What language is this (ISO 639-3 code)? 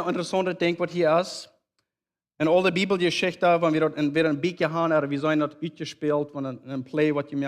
pdt